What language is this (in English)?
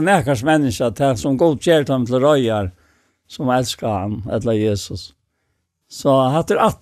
Faroese